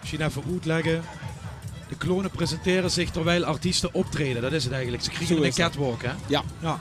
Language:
Limburgish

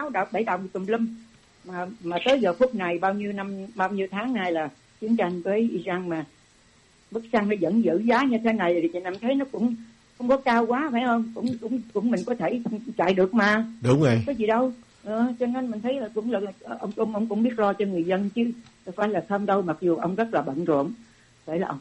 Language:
Vietnamese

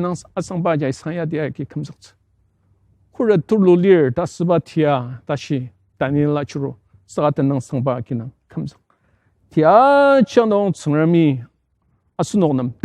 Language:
Ao Naga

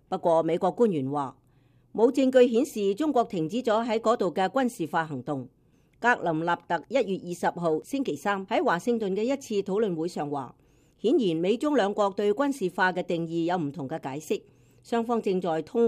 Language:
Cantonese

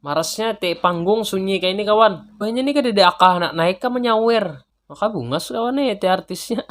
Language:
Banjar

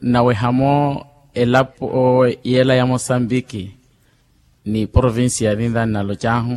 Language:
Makhuwa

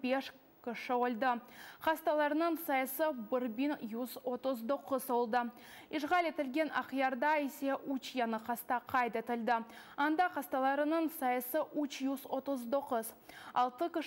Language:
Crimean Tatar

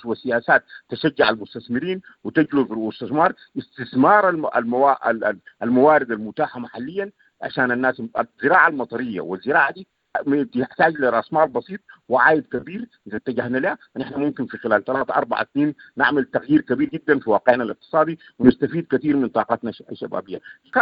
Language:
Sudanese Arabic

